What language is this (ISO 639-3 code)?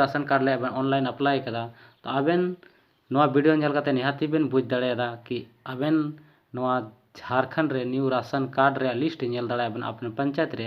sat